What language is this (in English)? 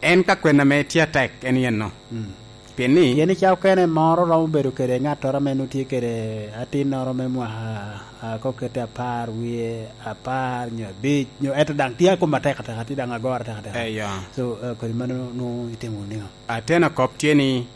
Lango (Uganda)